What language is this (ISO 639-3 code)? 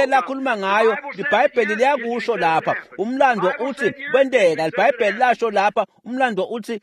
ssw